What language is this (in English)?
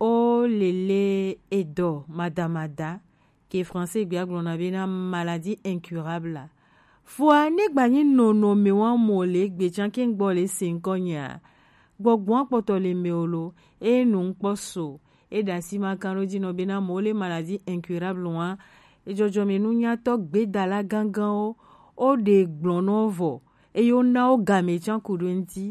Gen